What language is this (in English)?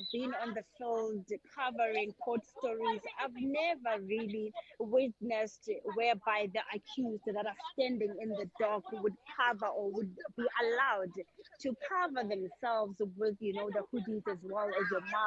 English